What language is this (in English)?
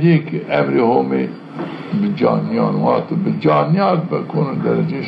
Zaza